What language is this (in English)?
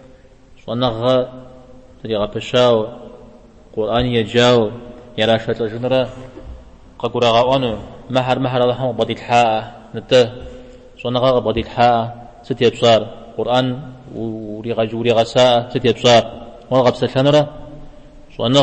Kabardian